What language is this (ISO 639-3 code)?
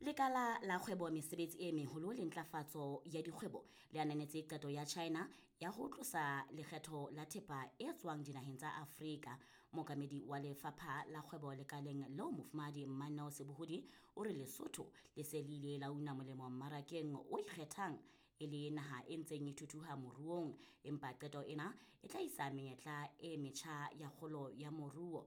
sot